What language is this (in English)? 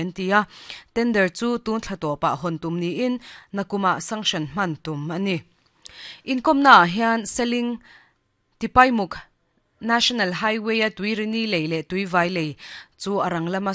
Mizo